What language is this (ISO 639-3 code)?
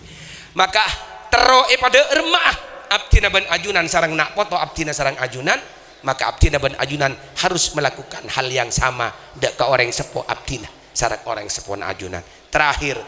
mad